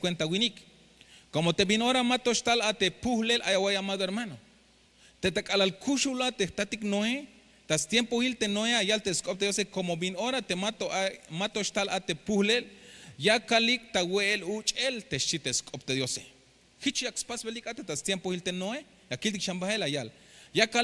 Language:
Tzeltal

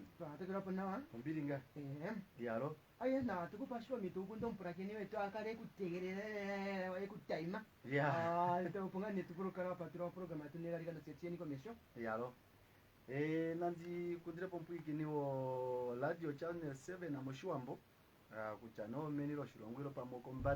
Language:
Kuanyama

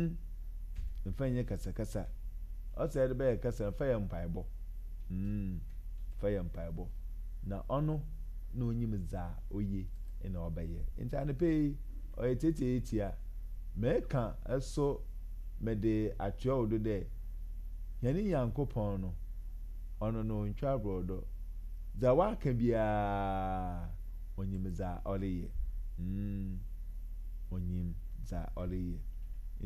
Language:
Akan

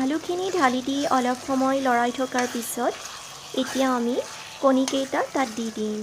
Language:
Assamese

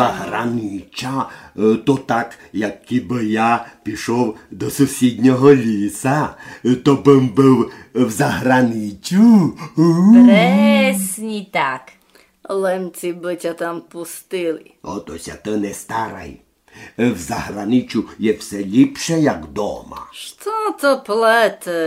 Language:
Rusyn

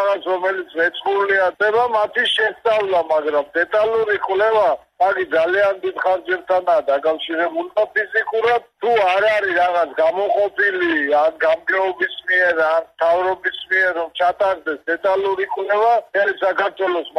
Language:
Georgian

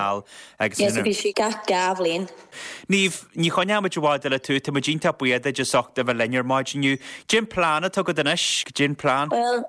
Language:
Irish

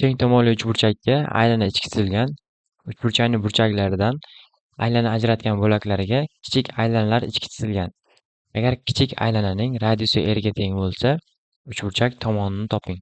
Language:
Uzbek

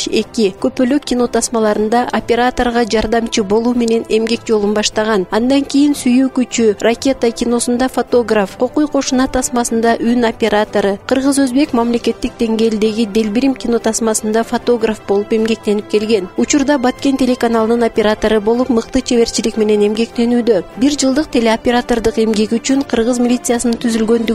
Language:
Kyrgyz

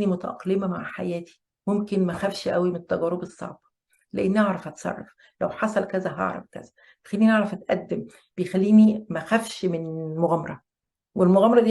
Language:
Egyptian Arabic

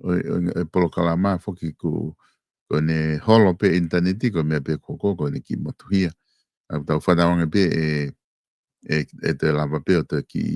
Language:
Tongan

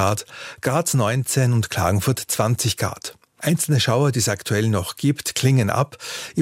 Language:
German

